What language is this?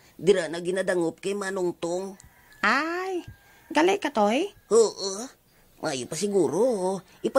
Hiligaynon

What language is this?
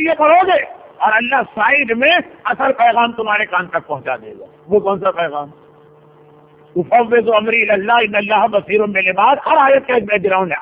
Urdu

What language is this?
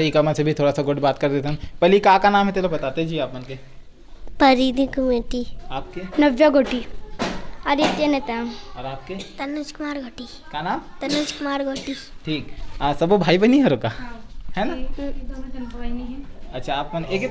Chhattisgarhi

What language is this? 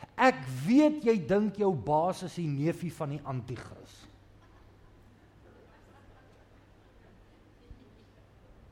Afrikaans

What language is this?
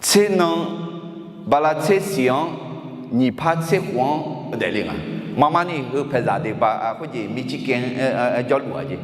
Akha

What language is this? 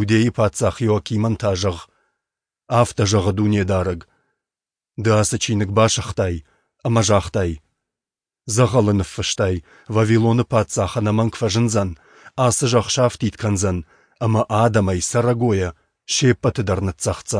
Ossetic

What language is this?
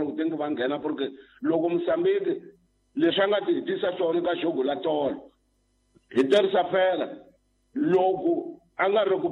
Tsonga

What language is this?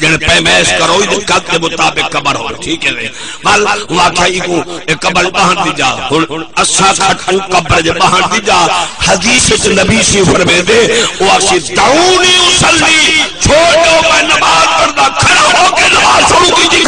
Saraiki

